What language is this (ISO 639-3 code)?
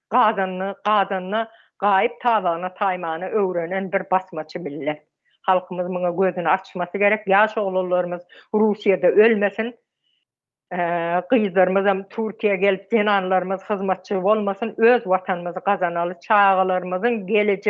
tuk